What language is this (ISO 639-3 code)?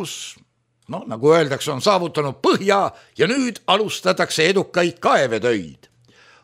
est